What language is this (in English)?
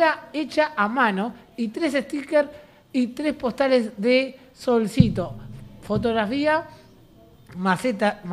Spanish